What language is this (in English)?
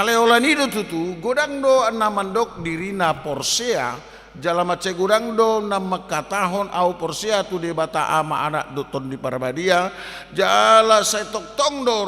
Batak Toba